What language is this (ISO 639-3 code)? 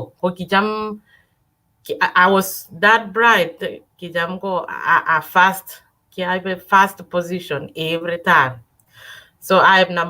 kln